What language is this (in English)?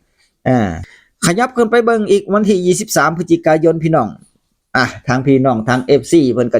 Northeastern Thai